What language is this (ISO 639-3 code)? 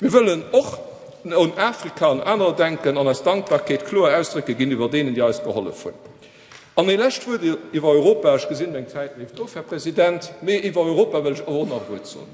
ltz